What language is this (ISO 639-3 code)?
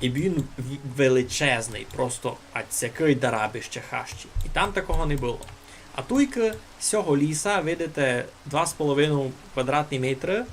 rue